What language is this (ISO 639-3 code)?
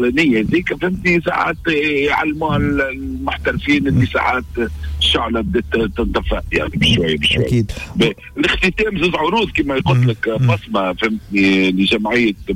aeb